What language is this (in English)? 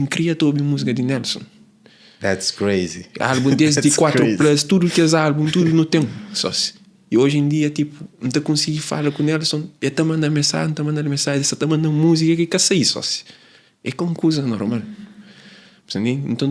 Kabuverdianu